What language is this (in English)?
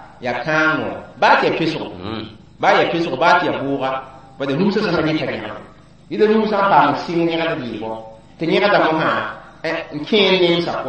Mossi